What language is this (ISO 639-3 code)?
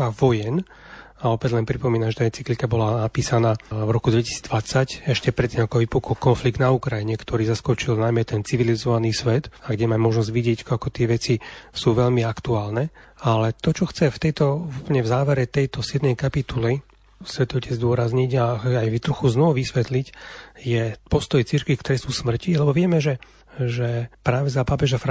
slk